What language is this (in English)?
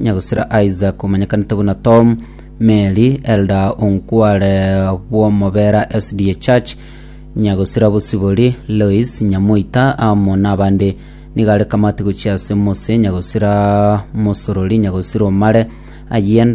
Gusii